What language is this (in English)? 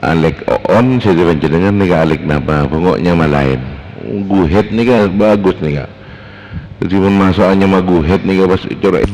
Madurese